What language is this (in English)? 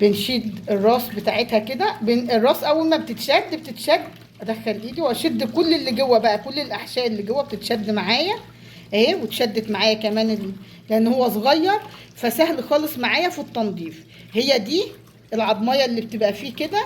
Egyptian Arabic